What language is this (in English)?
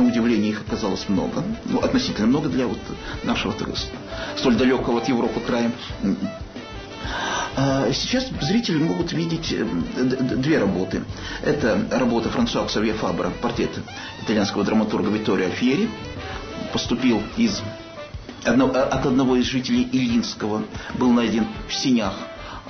Russian